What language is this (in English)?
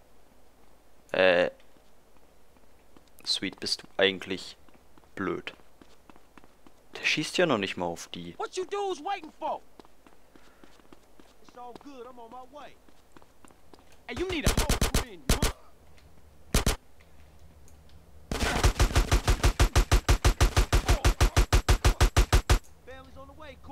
German